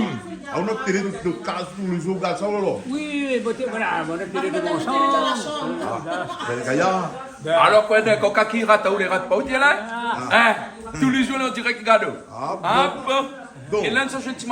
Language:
Réunion Creole French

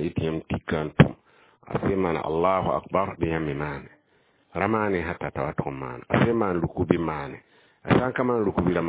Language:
Mossi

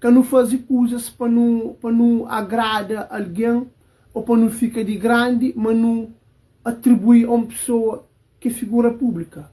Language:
Kabuverdianu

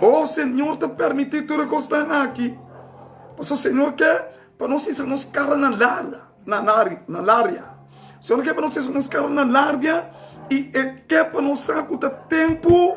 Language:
Papiamento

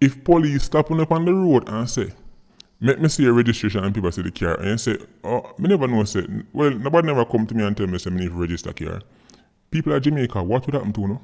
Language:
Jamaican Creole English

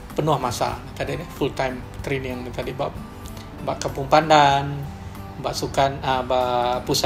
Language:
Iban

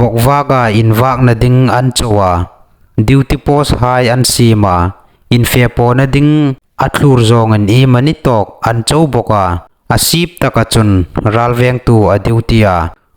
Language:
Hmar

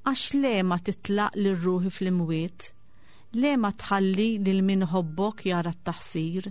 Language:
Maltese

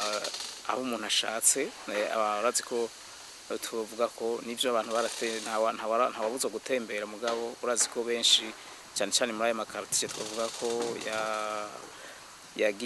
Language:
Rundi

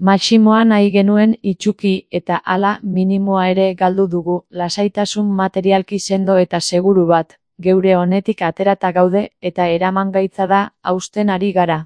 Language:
Basque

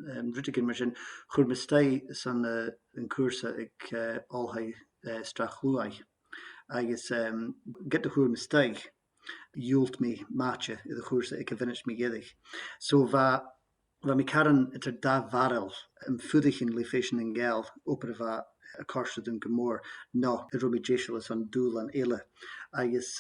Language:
Scottish Gaelic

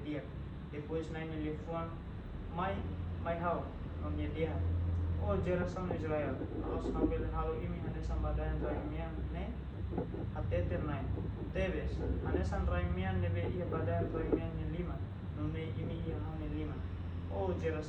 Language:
Tetum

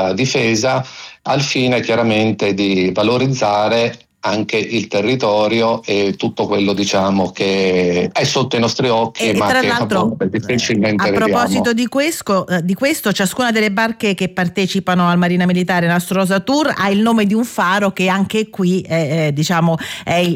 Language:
Italian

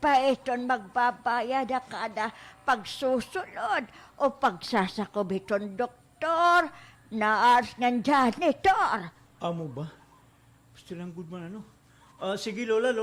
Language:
Waray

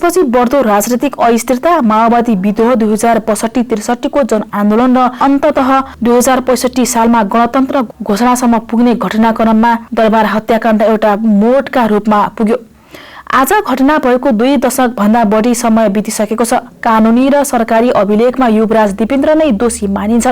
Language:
Nepali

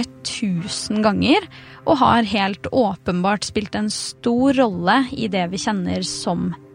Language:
Norwegian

